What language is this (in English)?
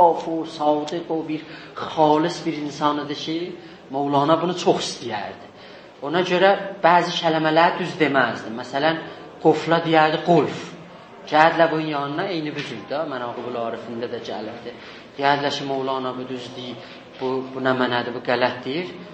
South Azerbaijani